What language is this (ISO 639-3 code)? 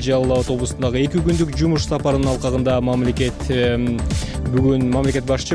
kir